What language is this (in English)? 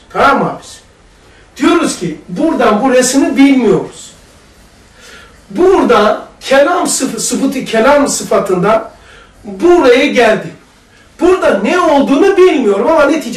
Turkish